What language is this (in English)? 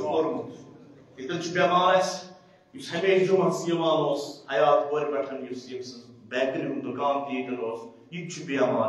Kashmiri